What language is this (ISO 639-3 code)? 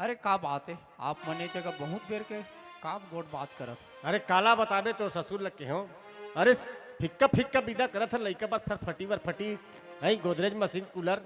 hne